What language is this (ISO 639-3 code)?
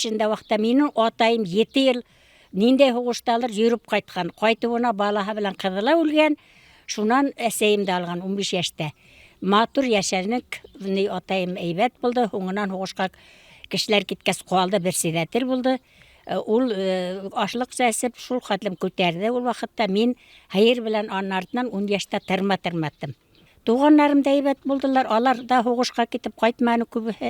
bak